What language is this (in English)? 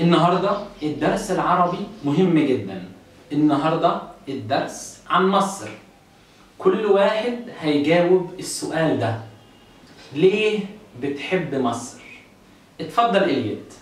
Egyptian Arabic